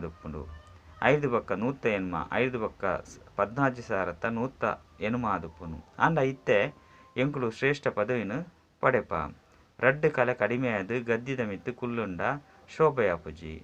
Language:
Tulu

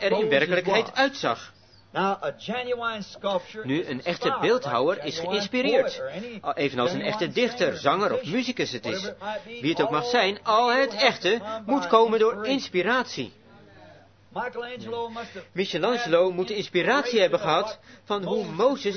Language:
Dutch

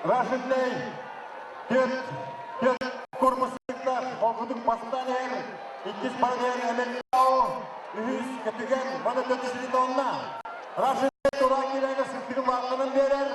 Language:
Yakut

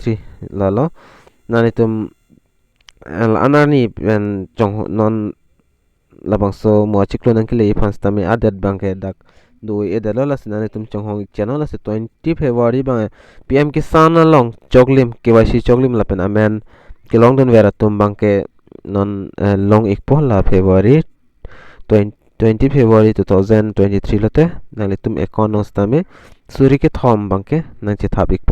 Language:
Karbi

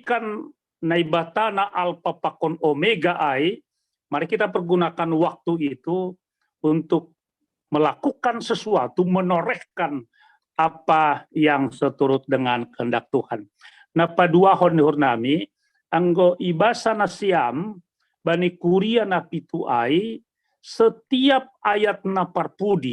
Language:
Batak Simalungun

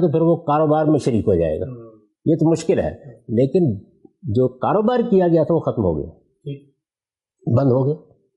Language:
Urdu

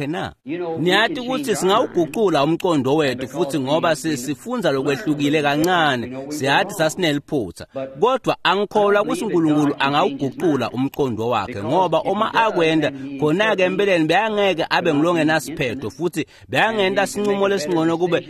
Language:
Swati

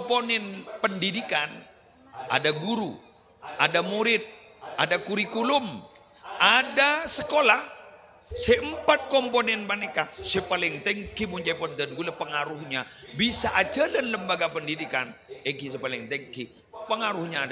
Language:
Madurese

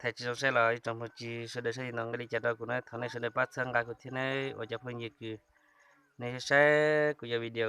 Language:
Hmong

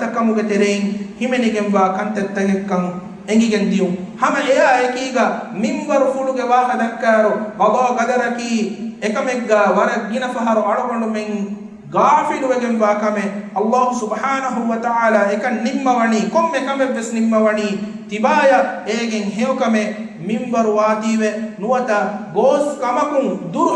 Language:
Divehi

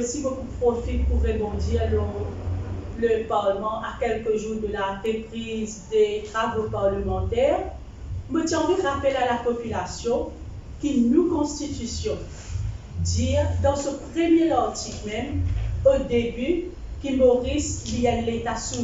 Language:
Morisyen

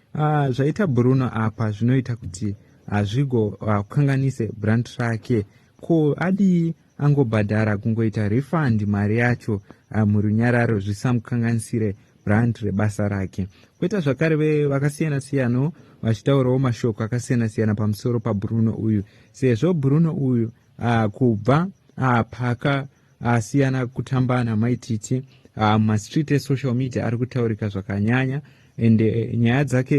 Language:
Shona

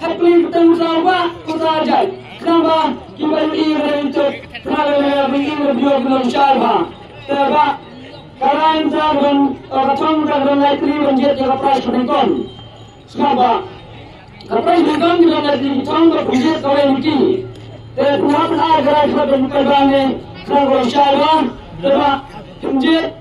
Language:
Khasi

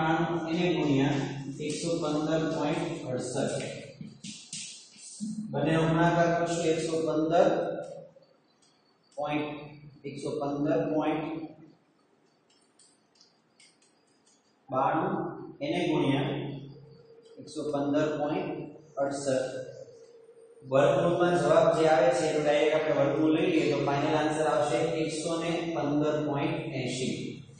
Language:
Gujarati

